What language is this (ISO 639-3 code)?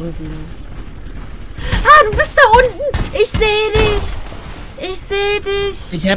deu